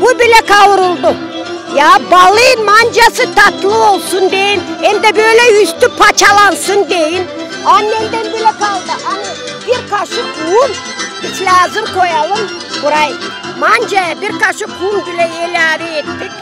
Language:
Gagauz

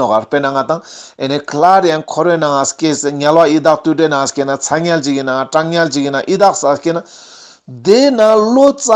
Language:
Ladakhi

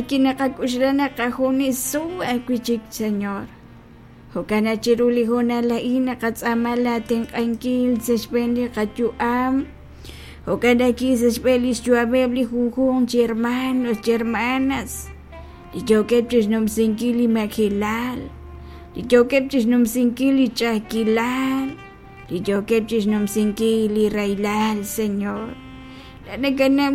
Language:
Kekchí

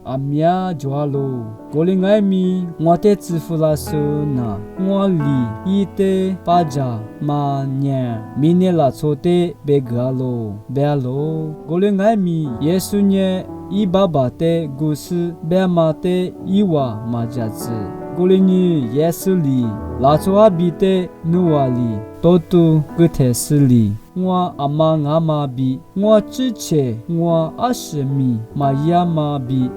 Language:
Lisu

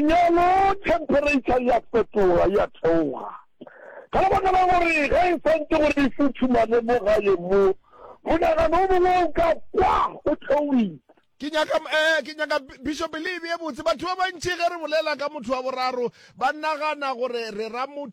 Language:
Northern Sotho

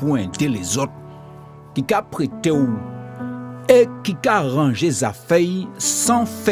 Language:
Guadeloupean Creole French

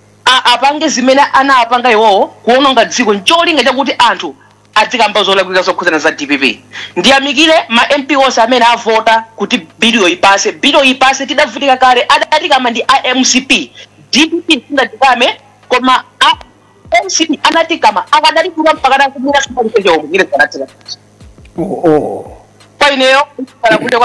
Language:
Nyanja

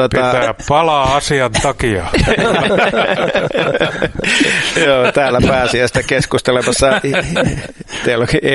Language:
Finnish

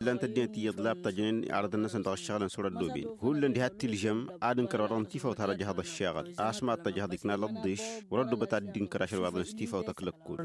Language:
Tamasheq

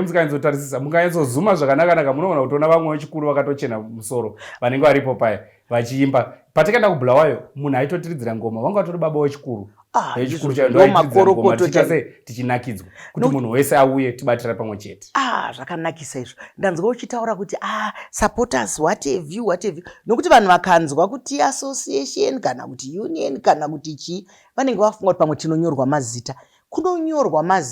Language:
Shona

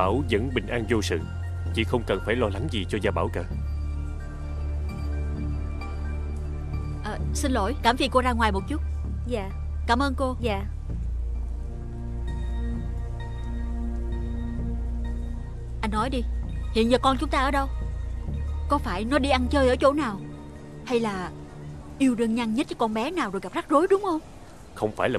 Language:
Vietnamese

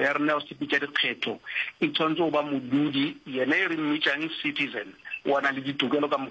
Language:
Northern Sotho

